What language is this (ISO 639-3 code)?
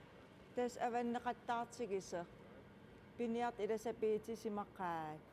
kal